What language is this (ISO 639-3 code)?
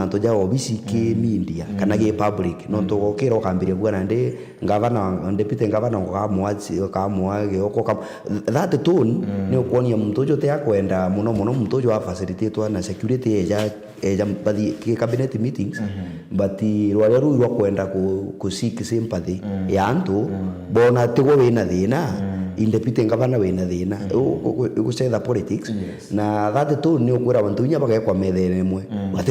mer